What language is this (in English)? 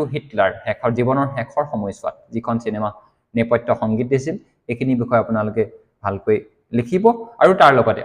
Assamese